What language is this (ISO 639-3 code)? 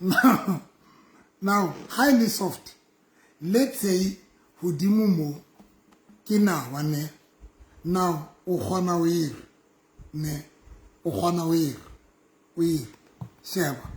sot